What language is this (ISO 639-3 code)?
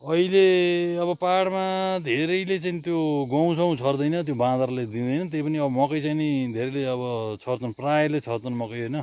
nep